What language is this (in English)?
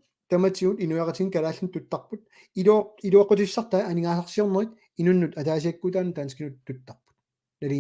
Kalaallisut